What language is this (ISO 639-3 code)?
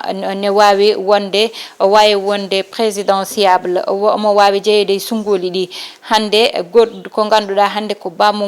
ful